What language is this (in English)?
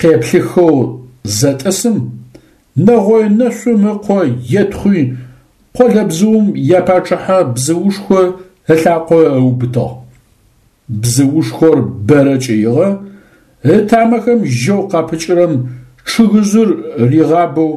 Adyghe